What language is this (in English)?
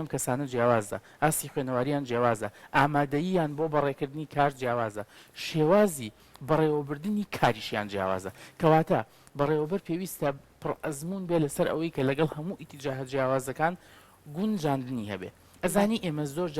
Central Kurdish